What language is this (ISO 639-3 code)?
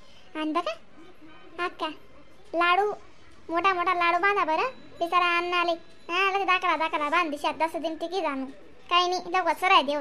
khn